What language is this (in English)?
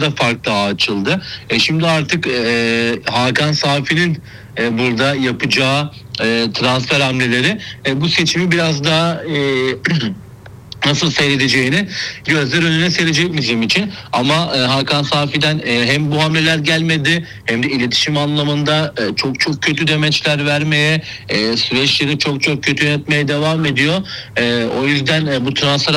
Turkish